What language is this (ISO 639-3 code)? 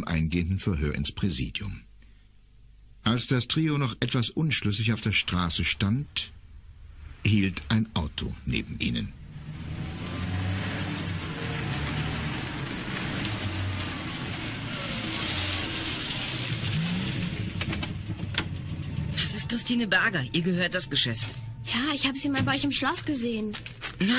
deu